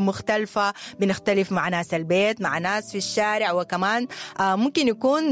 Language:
Sudanese Arabic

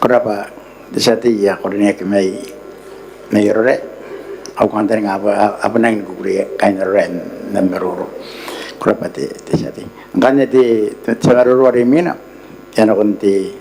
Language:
Gilbertese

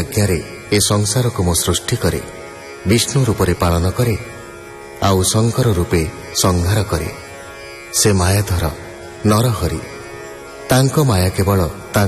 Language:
Odia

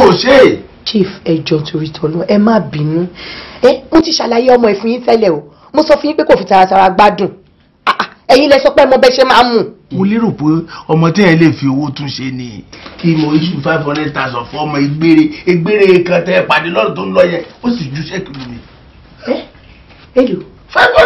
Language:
Yoruba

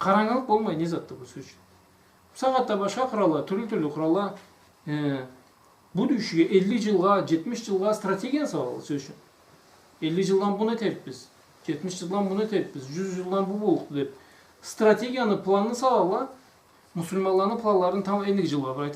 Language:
Karachay-Balkar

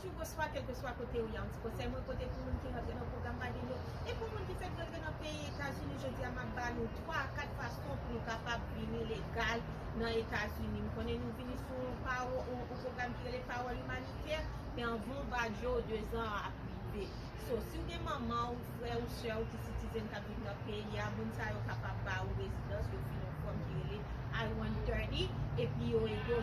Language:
Haitian Creole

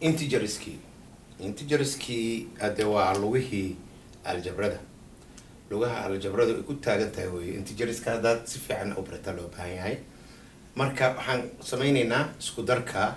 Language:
Somali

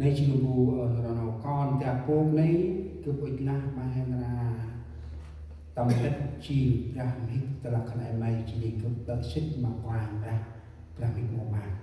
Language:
Central Mnong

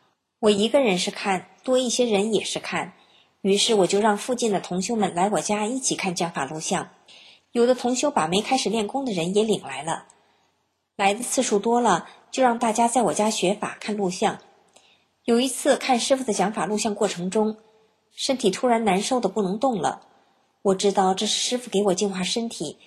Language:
Chinese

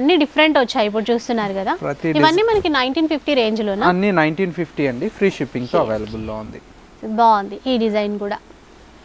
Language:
Telugu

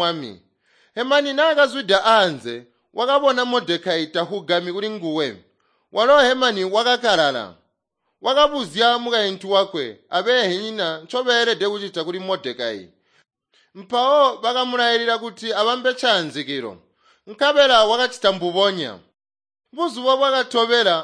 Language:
Tonga (Zambia)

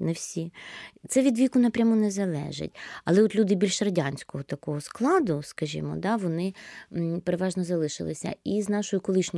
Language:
Ukrainian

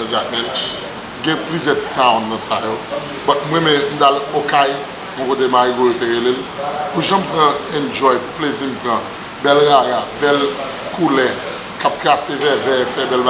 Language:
Haitian Creole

